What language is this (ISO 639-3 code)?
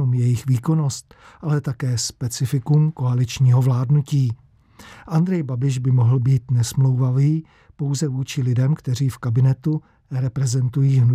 ces